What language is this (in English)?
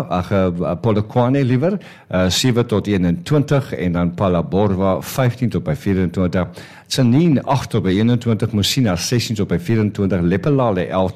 Afrikaans